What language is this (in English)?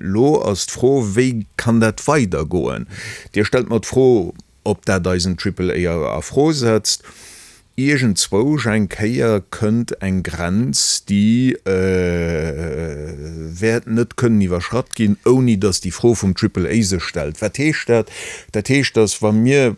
Luxembourgish